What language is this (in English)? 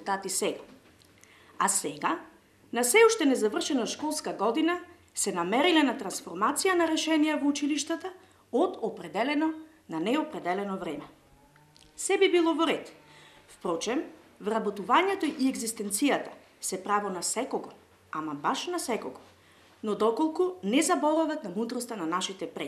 Macedonian